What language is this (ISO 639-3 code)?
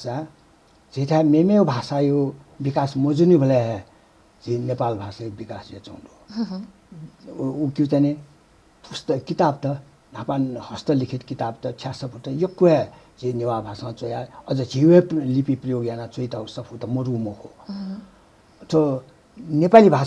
new